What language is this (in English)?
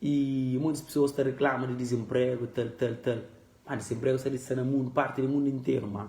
Kabuverdianu